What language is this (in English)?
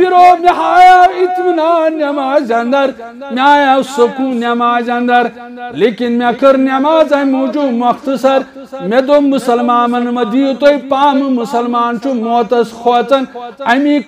Kashmiri